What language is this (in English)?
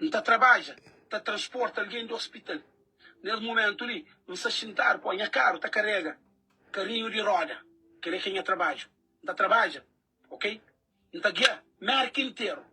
Kabuverdianu